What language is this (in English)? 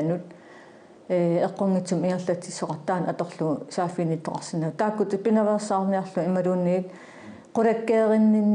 Kalaallisut